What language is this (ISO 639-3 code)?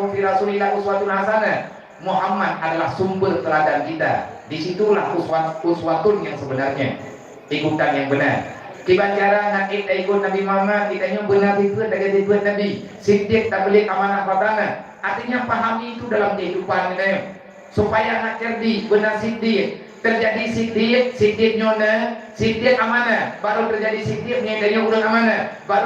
ace